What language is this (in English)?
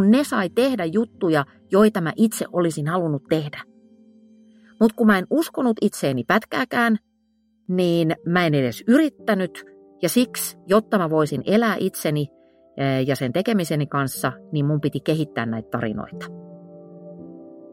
Finnish